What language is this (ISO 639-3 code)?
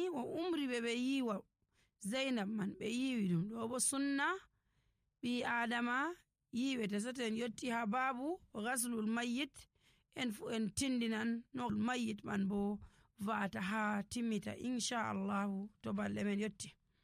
fuv